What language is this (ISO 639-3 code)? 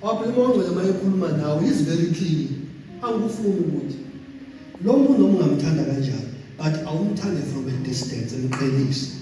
zul